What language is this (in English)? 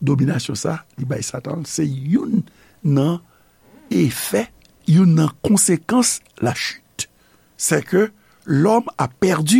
Haitian Creole